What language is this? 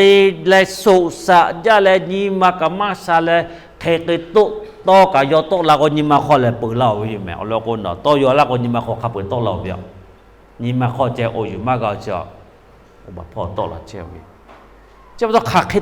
Lahu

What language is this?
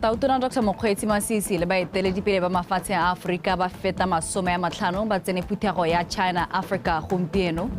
Tswana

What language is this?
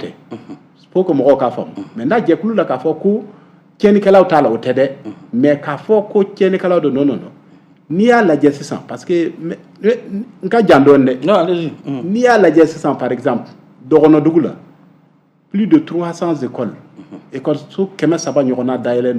Bambara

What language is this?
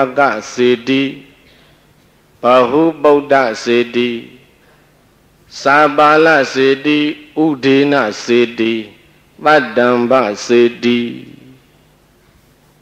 Burmese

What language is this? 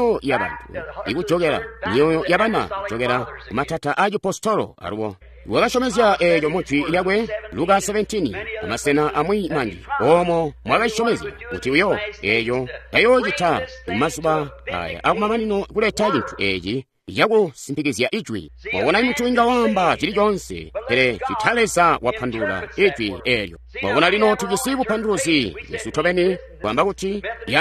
Tonga (Zambia)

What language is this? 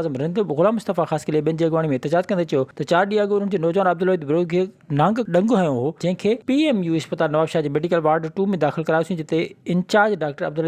Sindhi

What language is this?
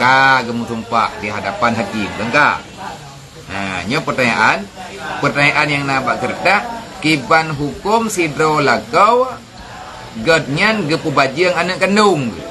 Achinese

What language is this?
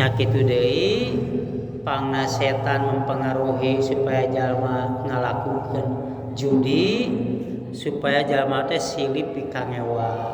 Sundanese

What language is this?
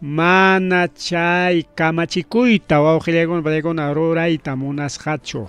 Ayacucho Quechua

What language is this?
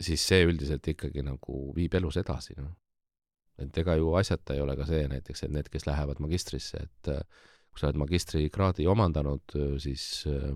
Estonian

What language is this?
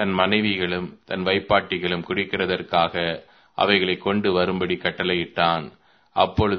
Tamil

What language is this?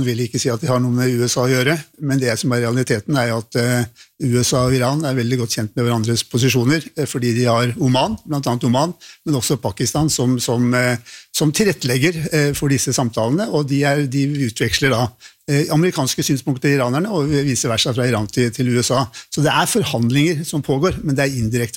Norwegian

